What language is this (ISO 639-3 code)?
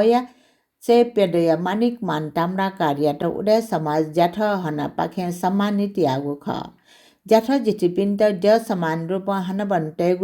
new